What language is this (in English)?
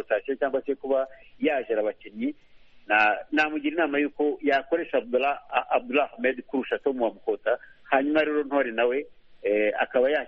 Kinyarwanda